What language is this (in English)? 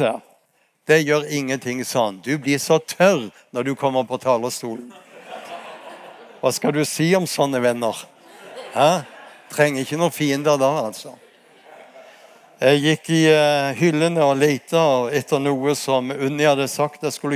Norwegian